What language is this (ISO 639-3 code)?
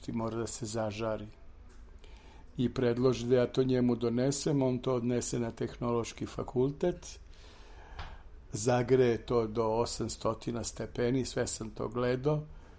srp